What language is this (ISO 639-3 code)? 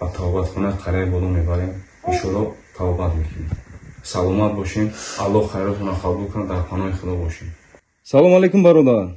tgk